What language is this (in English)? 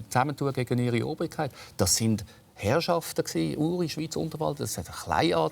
Romansh